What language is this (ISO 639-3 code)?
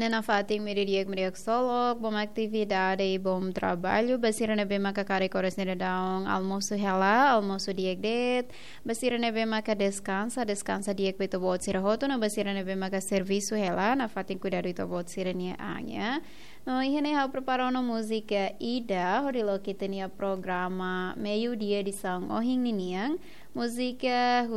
tet